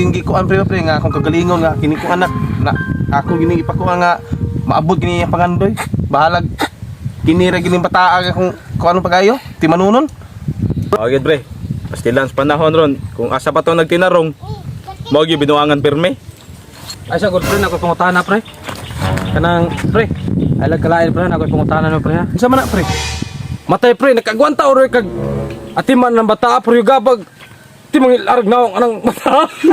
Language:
Cebuano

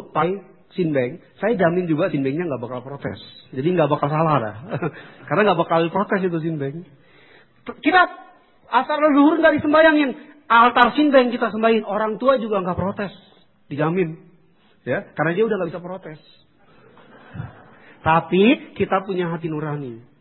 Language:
Indonesian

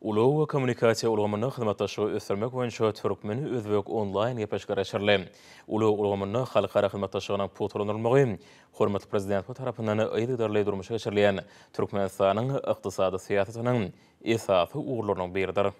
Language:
Turkmen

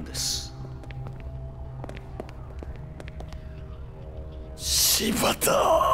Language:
Japanese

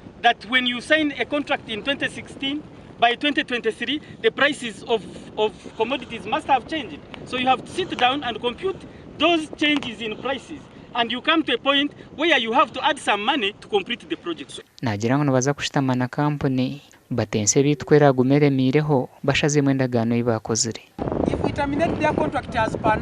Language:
Nyankole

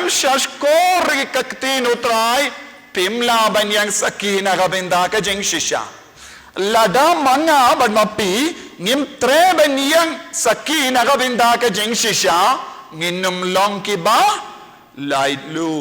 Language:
Khasi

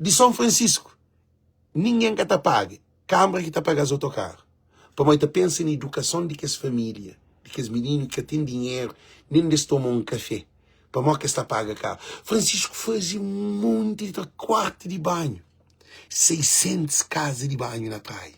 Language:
Kabuverdianu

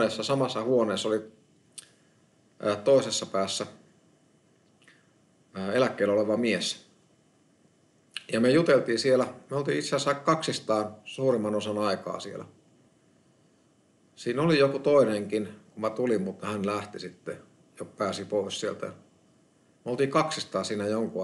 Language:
Finnish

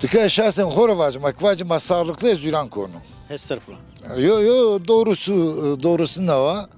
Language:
Zaza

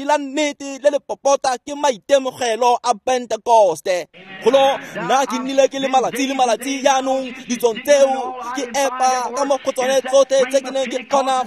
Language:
Tswana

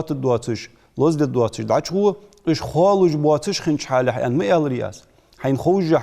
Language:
Ingush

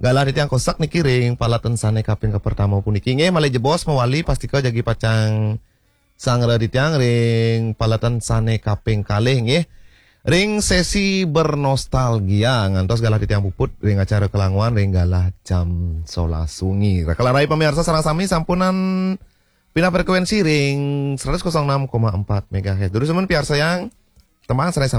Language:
Balinese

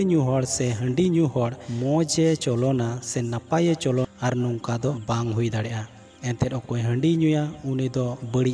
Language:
Santali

